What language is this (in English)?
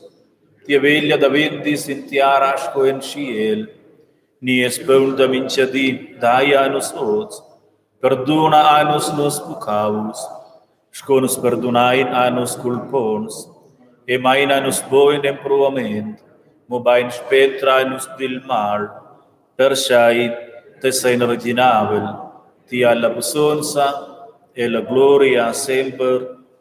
Romansh